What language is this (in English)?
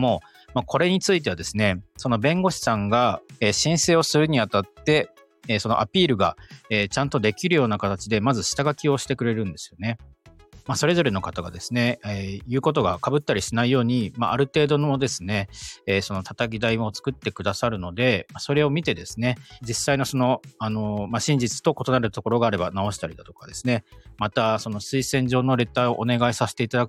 Japanese